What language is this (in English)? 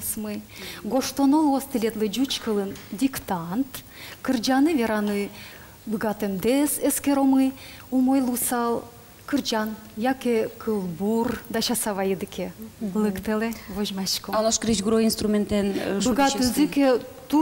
Udmurt